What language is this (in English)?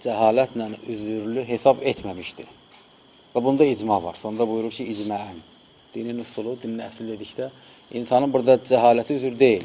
Azerbaijani